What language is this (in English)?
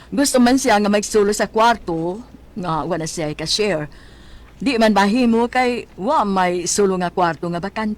Cebuano